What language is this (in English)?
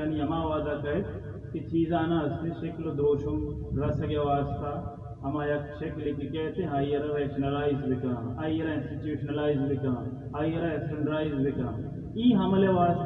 Baluchi